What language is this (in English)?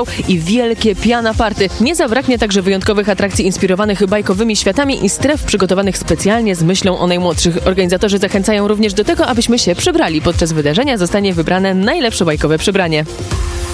Polish